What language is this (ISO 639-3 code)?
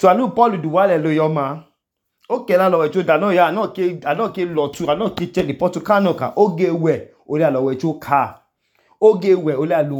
idu